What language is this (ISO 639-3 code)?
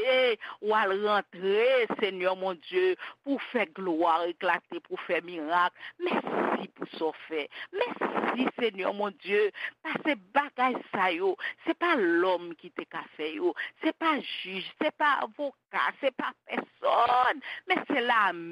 hat